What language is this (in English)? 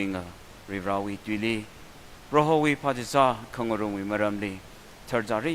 Tangkhul Naga (India)